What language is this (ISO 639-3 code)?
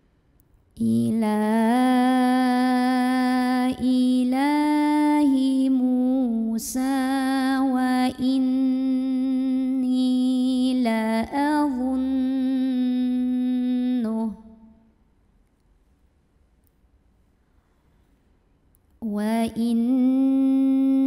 ara